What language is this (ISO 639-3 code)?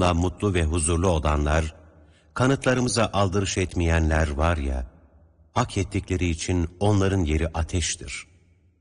tur